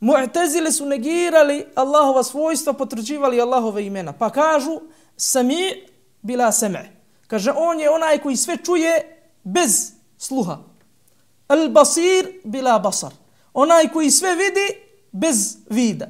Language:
Bosnian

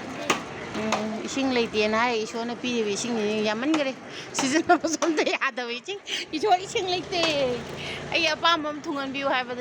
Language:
Manipuri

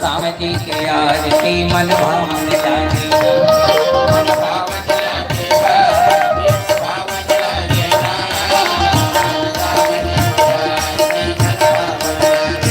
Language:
Chhattisgarhi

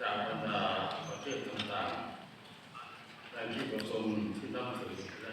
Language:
Lao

